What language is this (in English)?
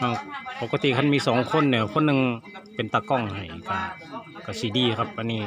Northeastern Thai